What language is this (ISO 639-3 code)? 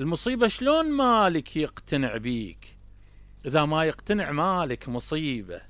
acm